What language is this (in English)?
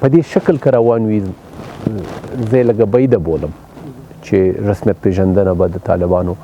Pashto